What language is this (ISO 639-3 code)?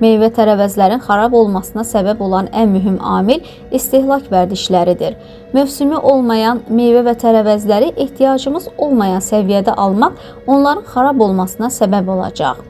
aze